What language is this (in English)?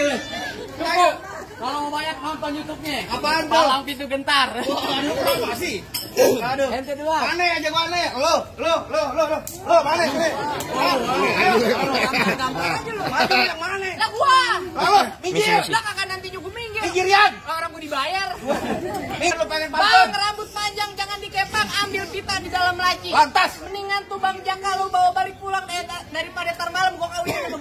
Betawi